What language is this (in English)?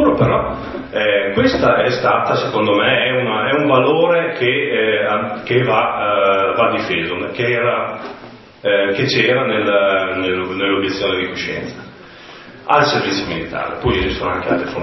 Italian